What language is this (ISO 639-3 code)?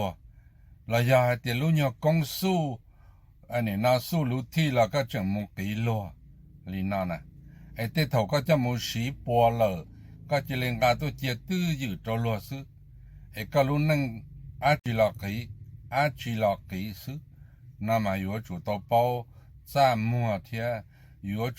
hmn